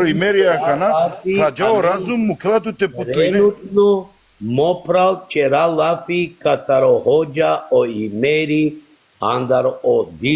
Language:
Balkan Romani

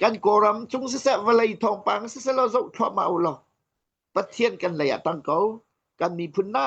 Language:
Hakha Chin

